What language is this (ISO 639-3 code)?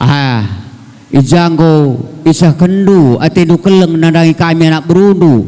btx